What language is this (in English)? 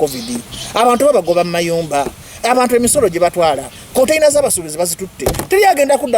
Ganda